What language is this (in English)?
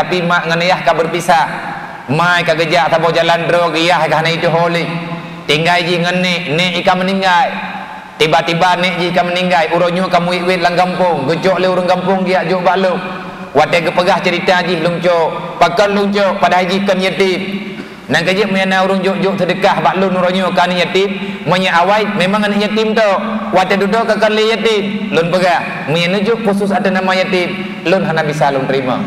Achinese